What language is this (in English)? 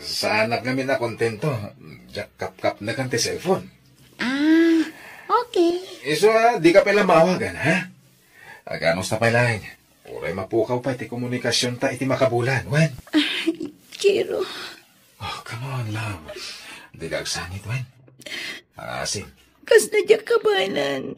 Iloko